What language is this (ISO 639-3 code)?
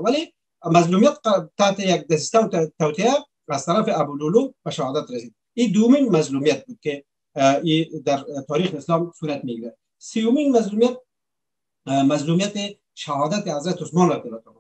fas